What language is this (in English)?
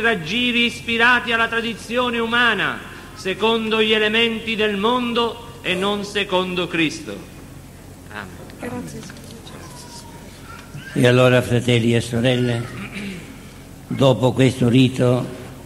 Italian